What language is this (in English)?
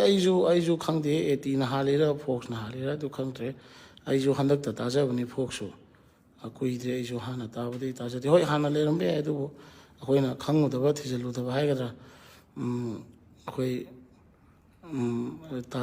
Manipuri